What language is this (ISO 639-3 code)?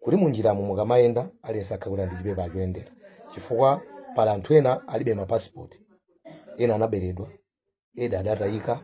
nya